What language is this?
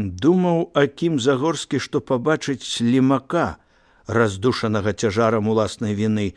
Belarusian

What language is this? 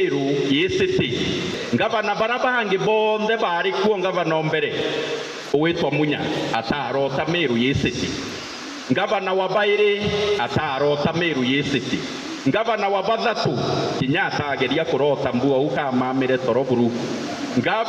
Meru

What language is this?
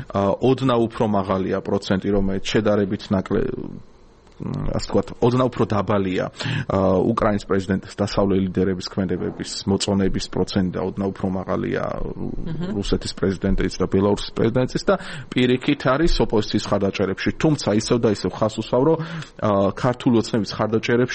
Georgian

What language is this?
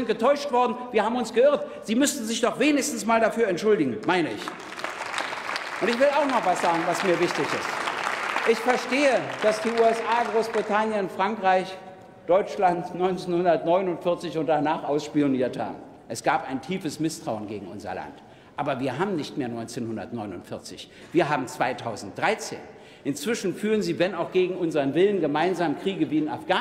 German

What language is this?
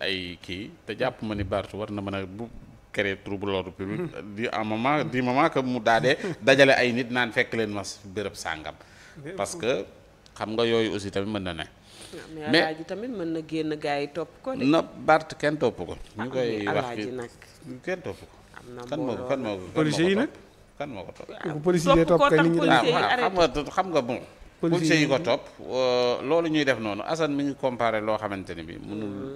Wolof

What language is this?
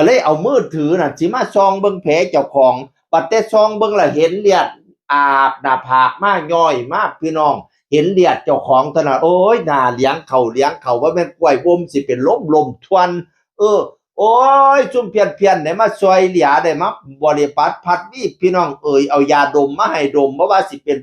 Northeastern Thai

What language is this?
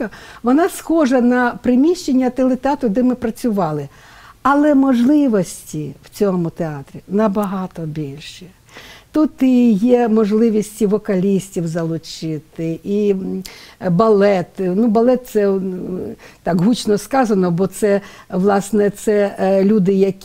Ukrainian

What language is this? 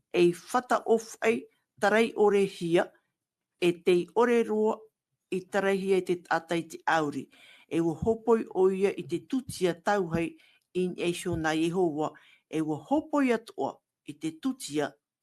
Tahitian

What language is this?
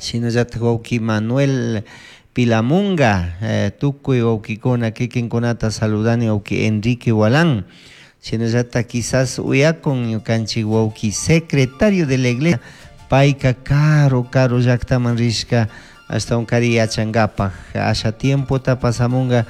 Chimborazo Highland Quichua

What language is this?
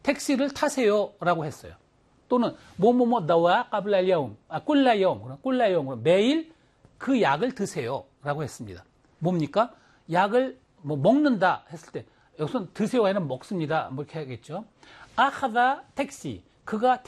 Korean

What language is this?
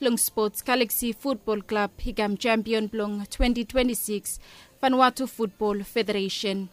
Bislama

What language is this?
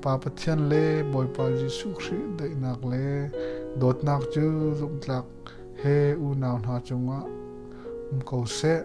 Hakha Chin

